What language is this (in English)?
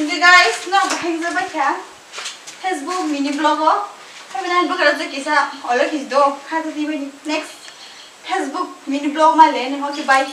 Kok Borok